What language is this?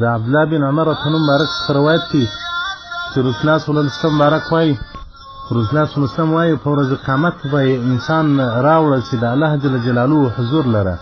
Pashto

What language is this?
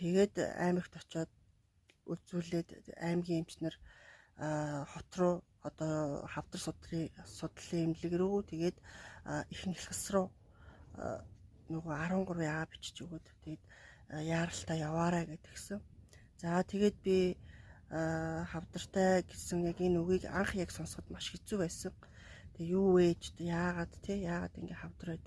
Mongolian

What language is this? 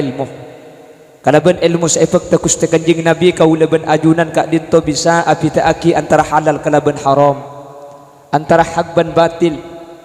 Madurese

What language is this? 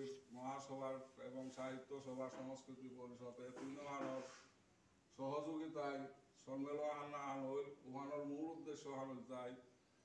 Bishnupriya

